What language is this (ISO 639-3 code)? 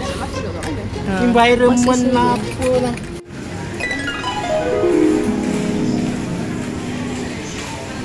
msa